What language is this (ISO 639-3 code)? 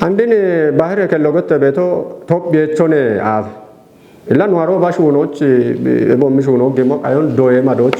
kbr